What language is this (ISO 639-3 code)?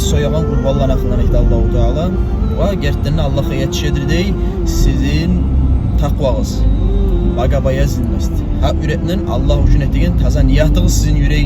kum